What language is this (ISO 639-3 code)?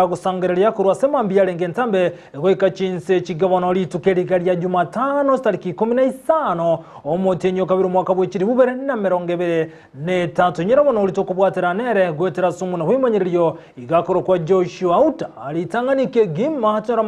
guz